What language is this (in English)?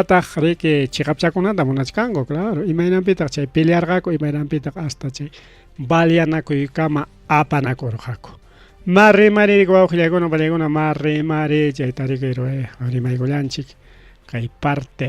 Ayacucho Quechua